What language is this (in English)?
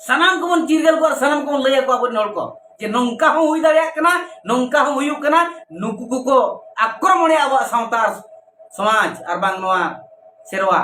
Santali